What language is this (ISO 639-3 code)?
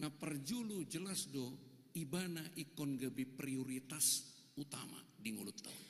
bbc